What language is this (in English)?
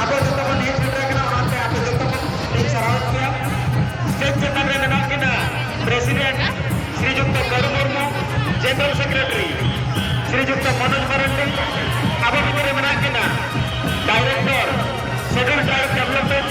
Santali